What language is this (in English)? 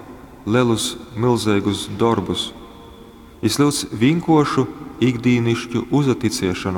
Latgalian